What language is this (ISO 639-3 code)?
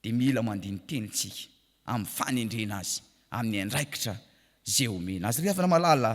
mlg